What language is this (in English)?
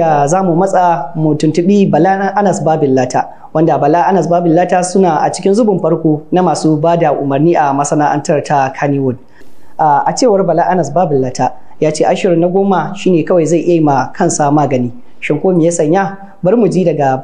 Hausa